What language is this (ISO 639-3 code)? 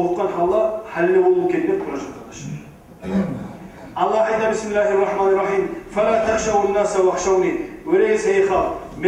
kum